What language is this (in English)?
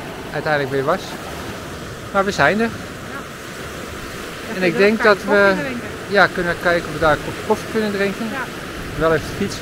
Dutch